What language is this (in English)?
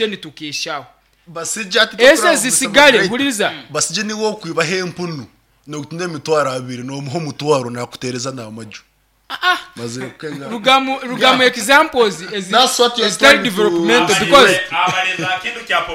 Nyoro